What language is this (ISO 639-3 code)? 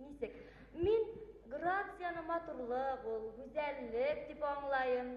bak